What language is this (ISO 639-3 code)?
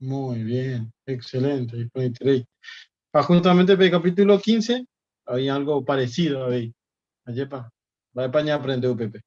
grn